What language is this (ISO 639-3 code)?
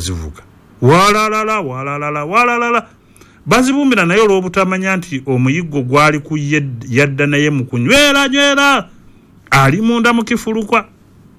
lug